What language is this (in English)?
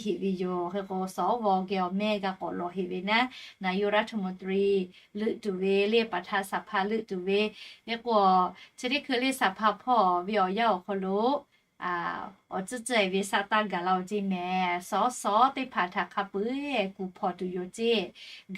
Lahu